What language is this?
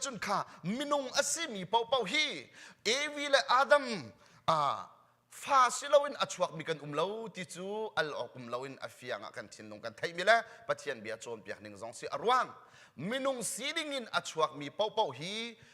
Hakha Chin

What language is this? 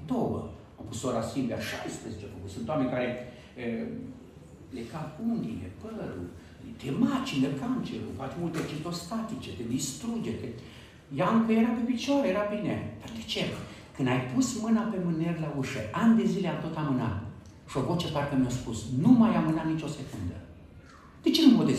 Romanian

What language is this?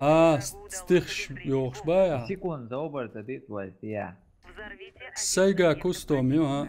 Chechen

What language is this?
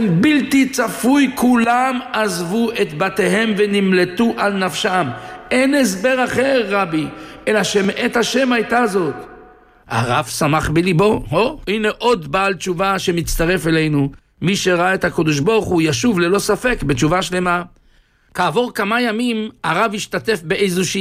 Hebrew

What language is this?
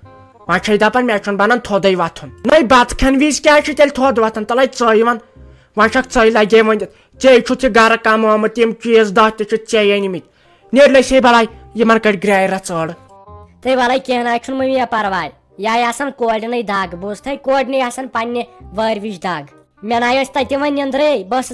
Kashmiri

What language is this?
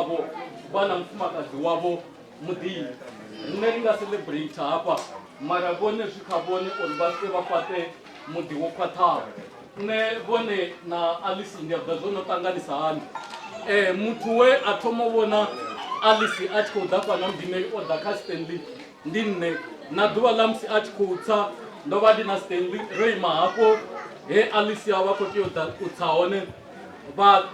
Venda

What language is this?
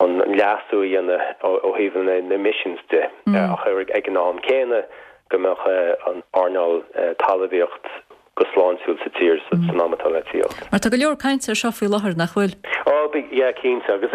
Irish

